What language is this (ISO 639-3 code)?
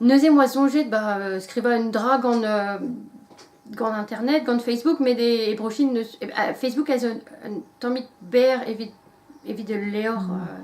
bre